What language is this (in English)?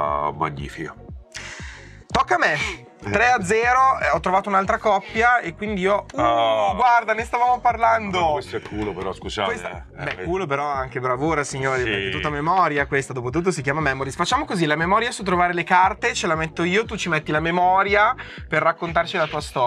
Italian